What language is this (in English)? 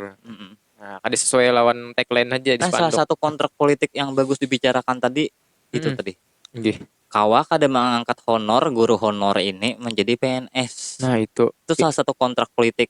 Banjar